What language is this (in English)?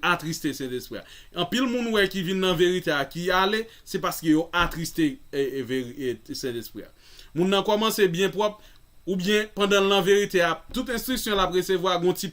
Haitian Creole